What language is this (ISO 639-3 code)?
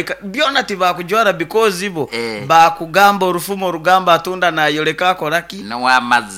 nyo